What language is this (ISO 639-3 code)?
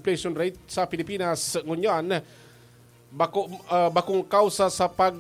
bik